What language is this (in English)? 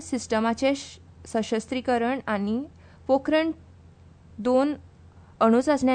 Konkani